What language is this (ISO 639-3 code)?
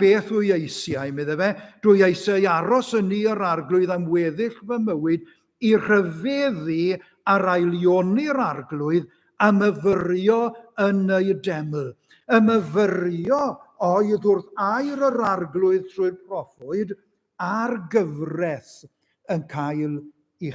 cym